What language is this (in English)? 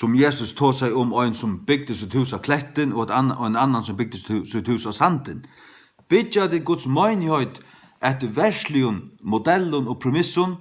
Faroese